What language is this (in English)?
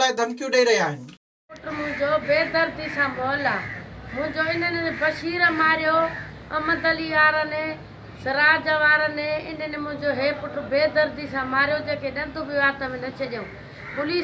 Sindhi